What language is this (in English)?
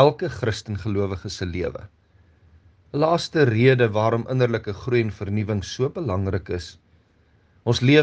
Afrikaans